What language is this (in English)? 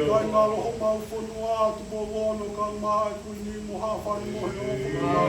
Tongan